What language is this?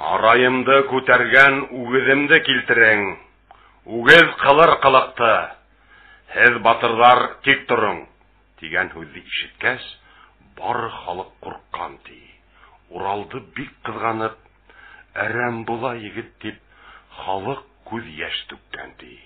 Bashkir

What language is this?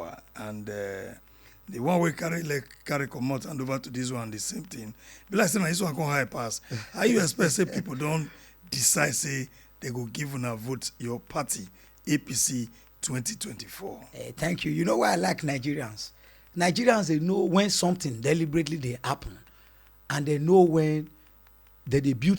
Nigerian Pidgin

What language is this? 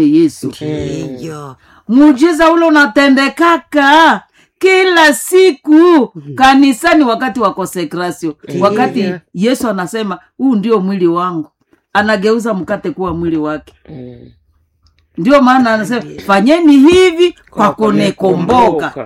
Swahili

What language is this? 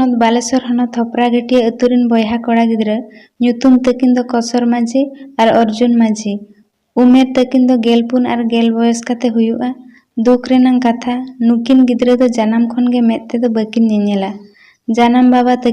Santali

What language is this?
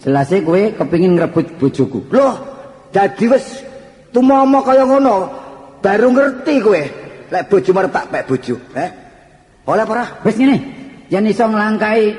Javanese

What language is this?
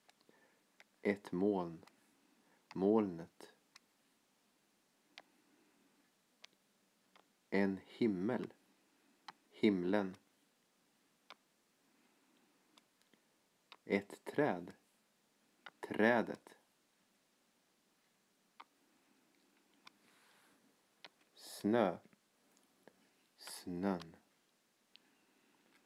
Swedish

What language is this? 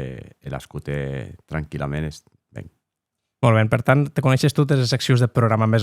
Occitan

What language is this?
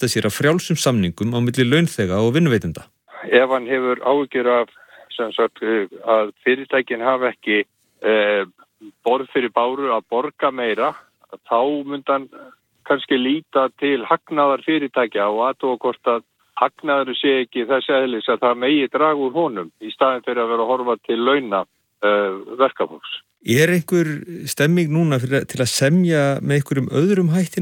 Icelandic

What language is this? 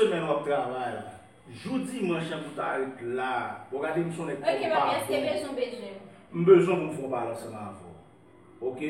Haitian Creole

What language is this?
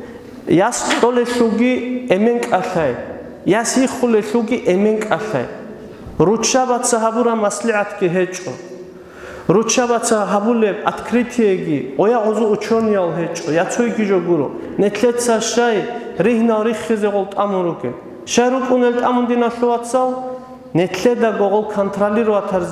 Avaric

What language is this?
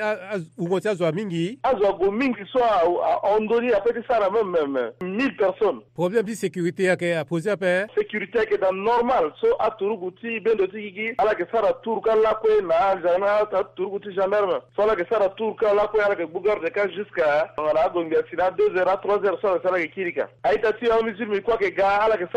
Sango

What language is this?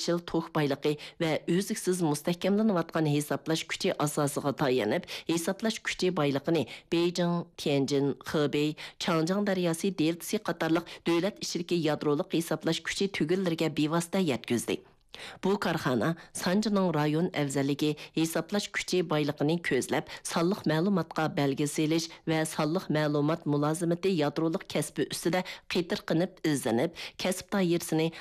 Uyghur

